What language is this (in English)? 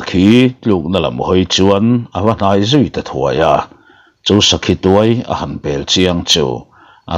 Mizo